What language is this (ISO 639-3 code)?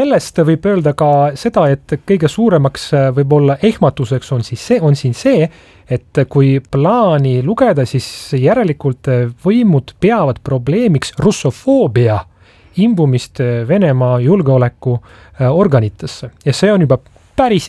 est